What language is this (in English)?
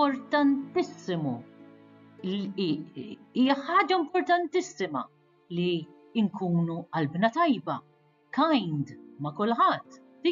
Maltese